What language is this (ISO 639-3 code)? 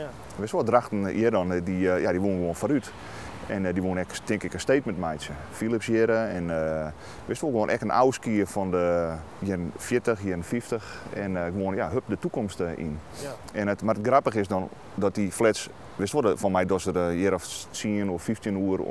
fry